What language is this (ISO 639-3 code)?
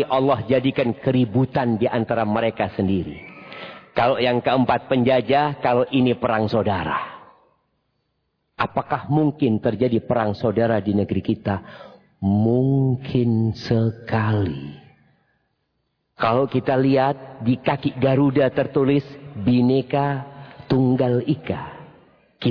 ind